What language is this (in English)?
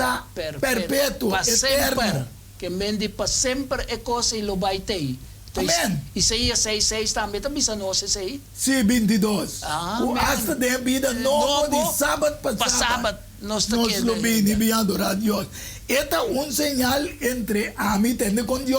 Papiamento